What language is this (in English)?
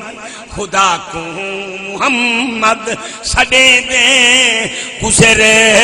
Saraiki